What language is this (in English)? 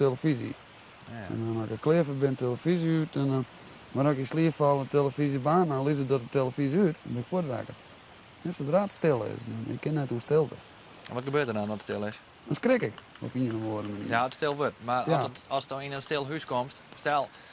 Western Frisian